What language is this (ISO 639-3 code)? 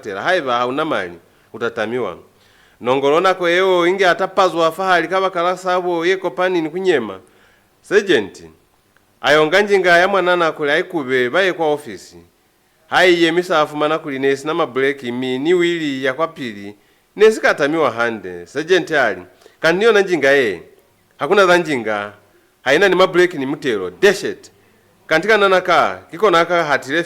loz